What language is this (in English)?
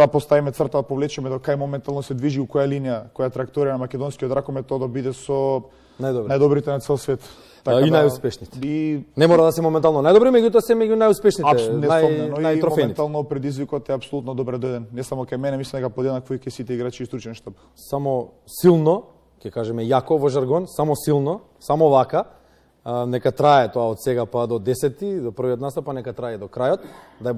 Macedonian